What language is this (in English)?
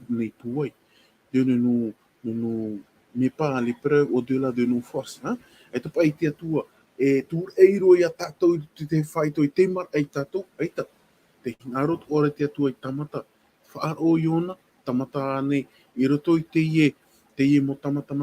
Tahitian